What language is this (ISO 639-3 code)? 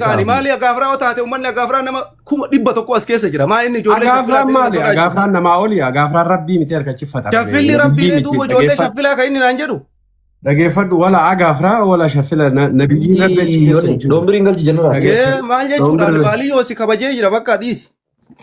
orm